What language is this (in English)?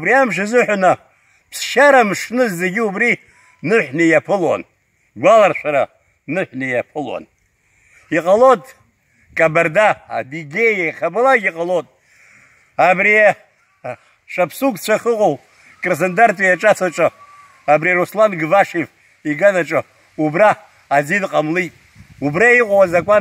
Abkhazian